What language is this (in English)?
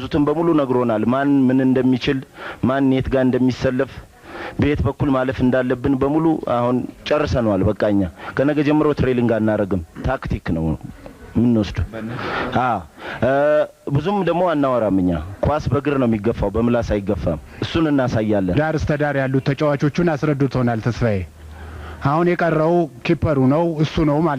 Amharic